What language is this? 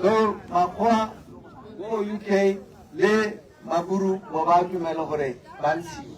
Tswana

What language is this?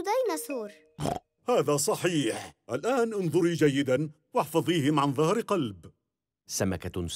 Arabic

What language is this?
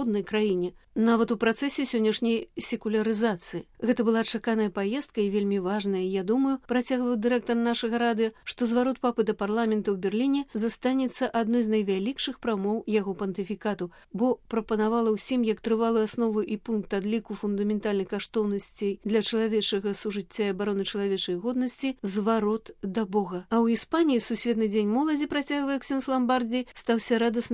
Belarusian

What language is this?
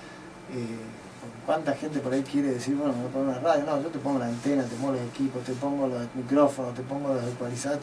Spanish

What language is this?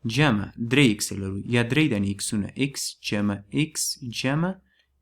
Pashto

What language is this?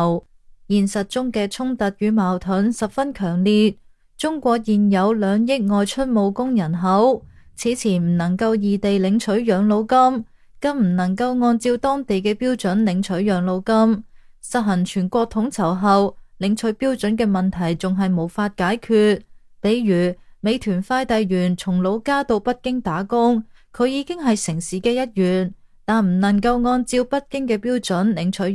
Cantonese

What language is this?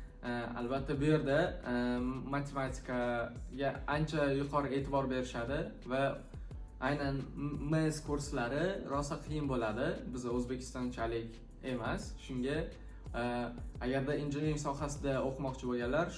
Uzbek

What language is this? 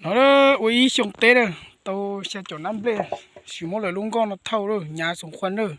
Hmong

